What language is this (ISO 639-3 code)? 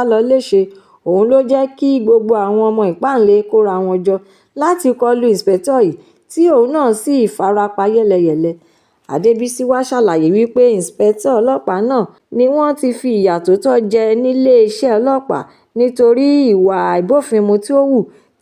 yor